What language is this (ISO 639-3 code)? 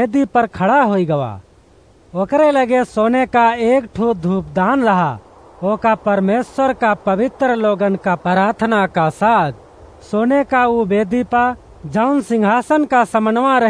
awa